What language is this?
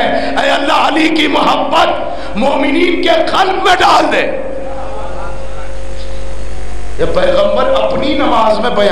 Urdu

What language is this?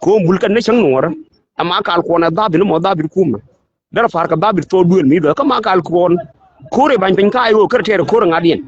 Nuer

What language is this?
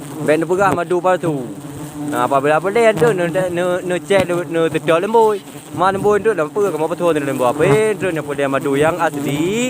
Achinese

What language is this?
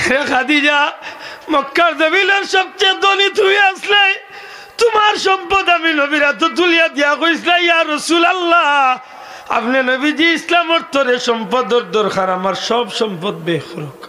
Sylheti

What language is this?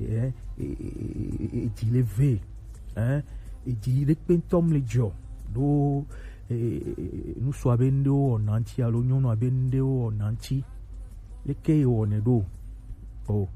Gen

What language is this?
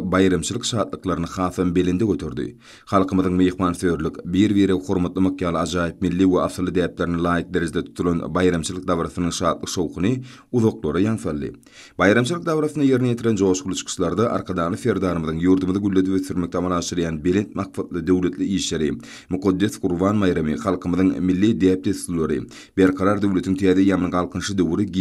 Turkmen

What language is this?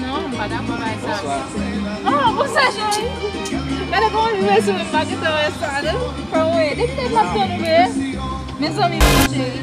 Haitian Creole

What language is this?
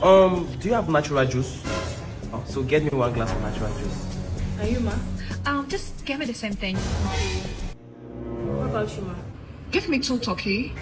Nigerian Pidgin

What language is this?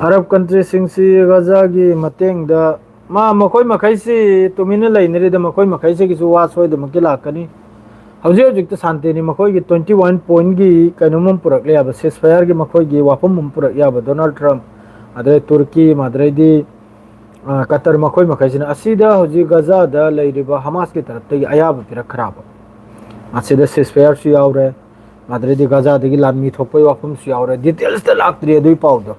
Manipuri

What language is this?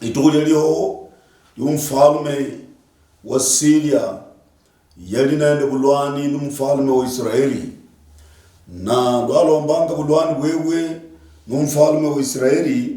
Luyia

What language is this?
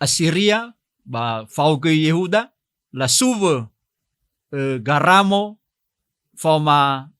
Nias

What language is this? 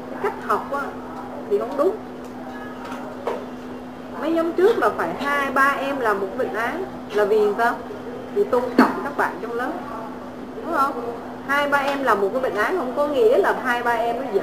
Vietnamese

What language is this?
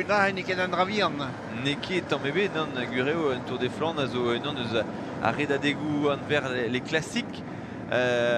Breton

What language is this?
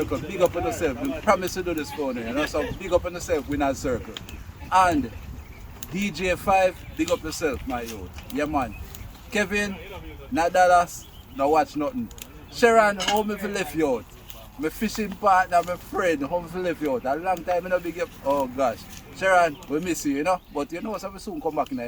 Jamaican Creole English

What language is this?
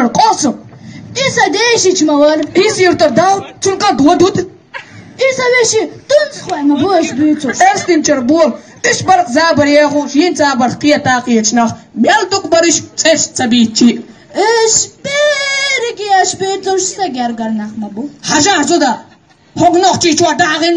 Chechen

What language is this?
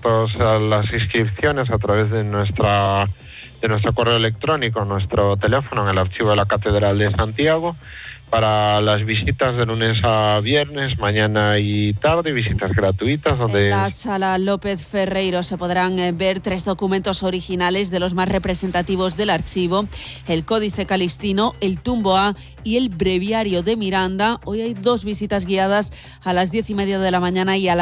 Spanish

